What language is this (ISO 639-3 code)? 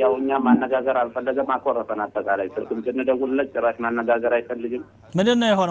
amh